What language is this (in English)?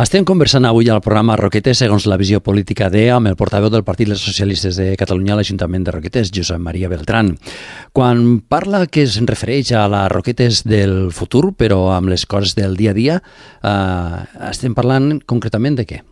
Catalan